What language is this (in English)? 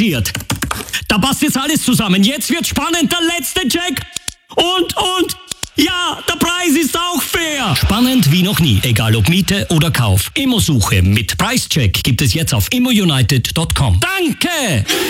German